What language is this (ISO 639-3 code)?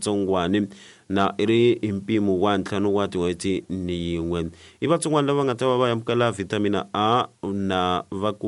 tso